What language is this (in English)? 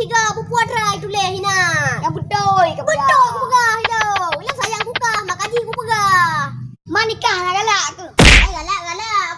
Achinese